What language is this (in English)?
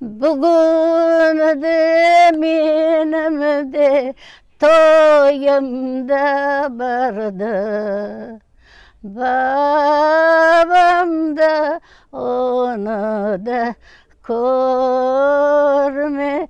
Crimean Tatar